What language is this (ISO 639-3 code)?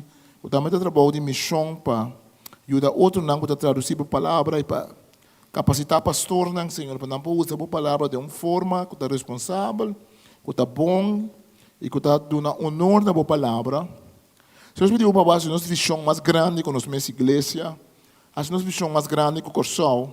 pap